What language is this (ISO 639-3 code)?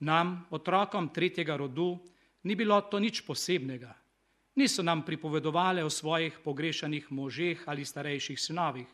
slv